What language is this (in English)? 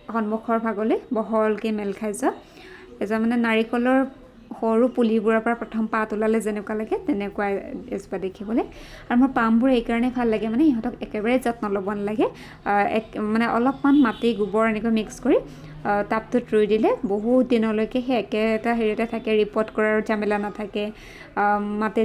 Assamese